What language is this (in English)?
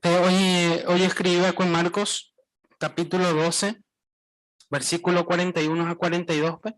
Guarani